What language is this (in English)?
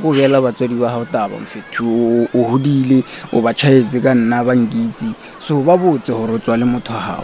Northern Sotho